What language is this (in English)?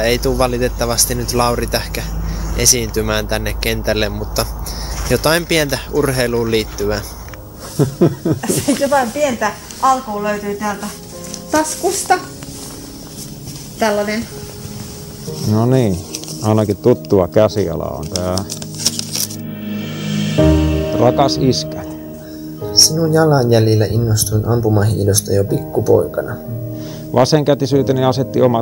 Finnish